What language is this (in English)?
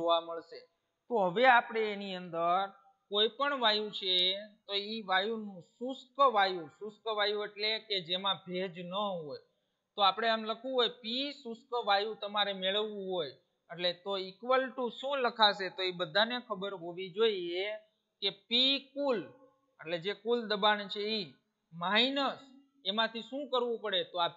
Gujarati